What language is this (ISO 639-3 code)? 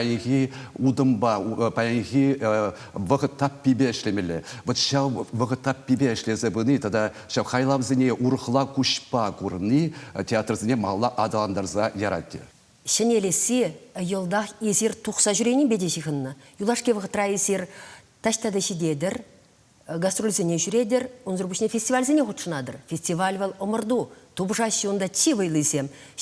chv